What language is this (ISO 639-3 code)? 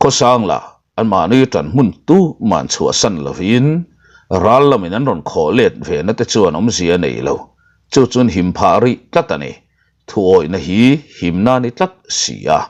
lus